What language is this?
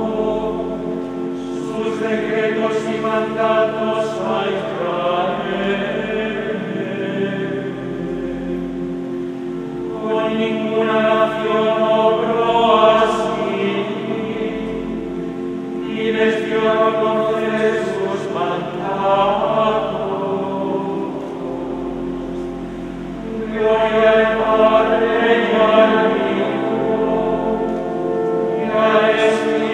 Spanish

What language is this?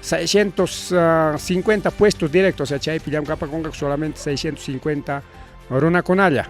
Ayacucho Quechua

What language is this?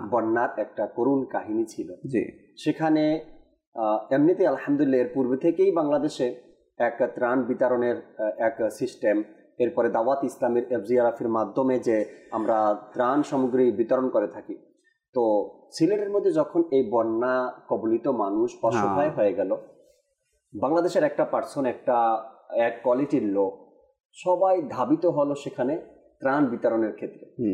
Bangla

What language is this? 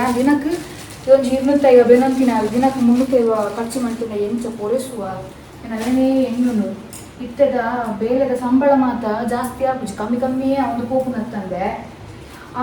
Tulu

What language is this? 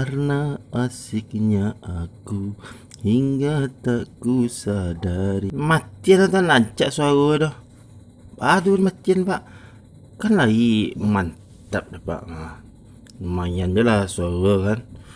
Minangkabau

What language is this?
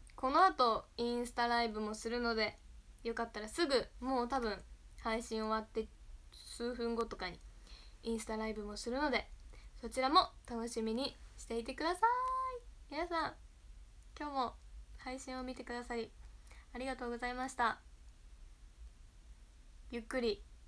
Japanese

